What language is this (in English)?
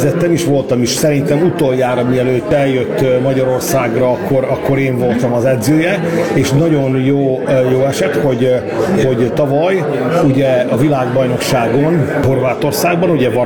Hungarian